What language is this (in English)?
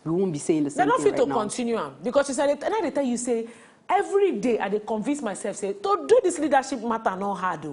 Nigerian Pidgin